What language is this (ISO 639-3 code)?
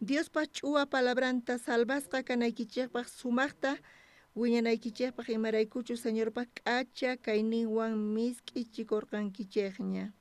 quh